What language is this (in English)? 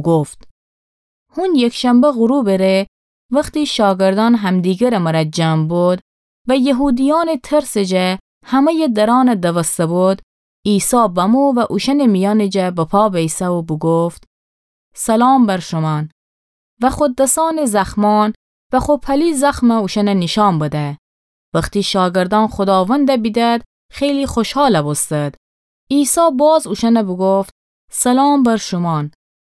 Gilaki